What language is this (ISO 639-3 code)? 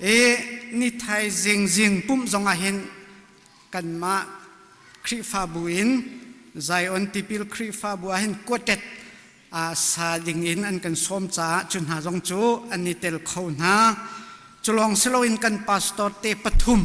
cnh